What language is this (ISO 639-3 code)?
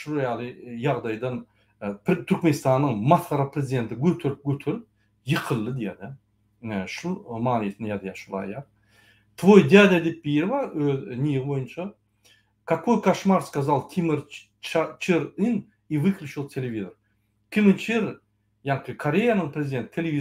tuk